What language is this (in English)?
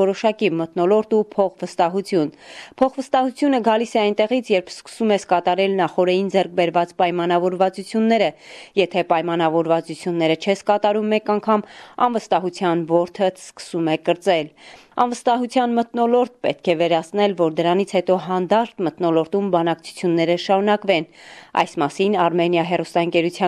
Armenian